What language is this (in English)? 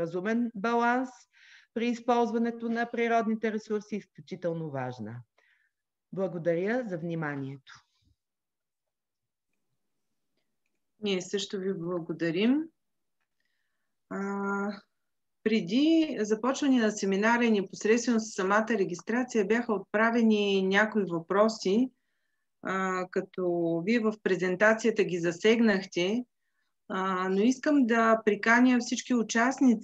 Bulgarian